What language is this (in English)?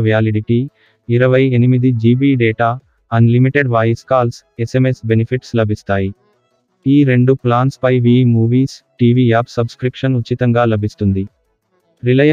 Telugu